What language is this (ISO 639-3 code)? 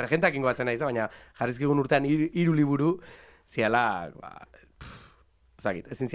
eus